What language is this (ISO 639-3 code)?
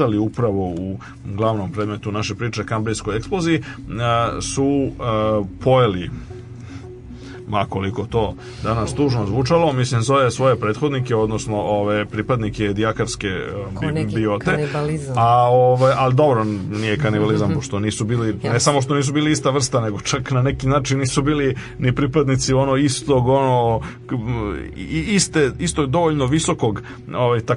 srp